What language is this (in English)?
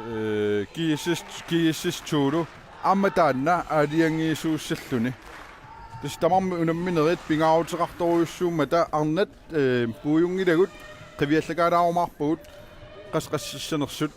Kalaallisut